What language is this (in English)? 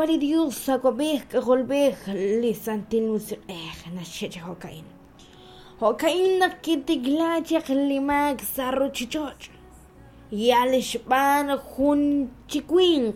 Kekchí